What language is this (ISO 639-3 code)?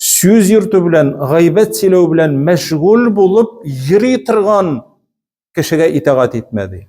tat